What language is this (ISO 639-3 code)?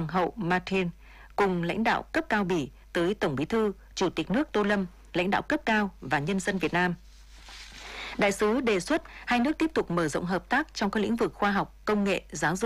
vie